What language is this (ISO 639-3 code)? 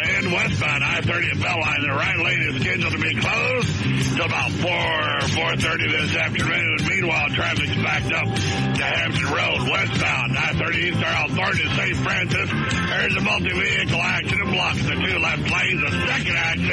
eng